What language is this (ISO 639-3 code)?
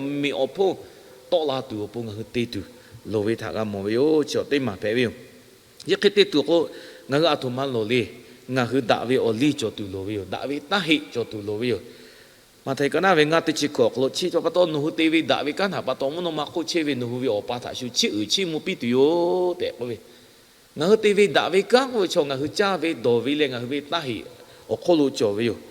lhu